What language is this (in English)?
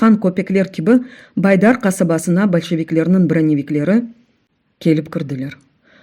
Crimean Tatar